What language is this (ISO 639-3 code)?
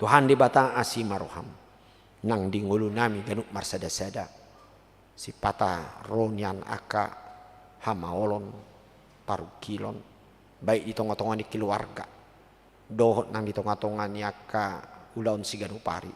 bbc